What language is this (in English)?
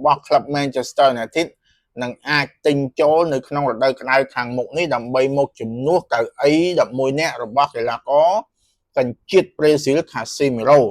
Khmer